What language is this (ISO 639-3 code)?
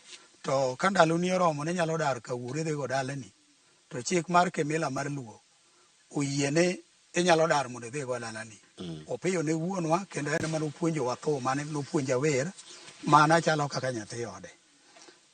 luo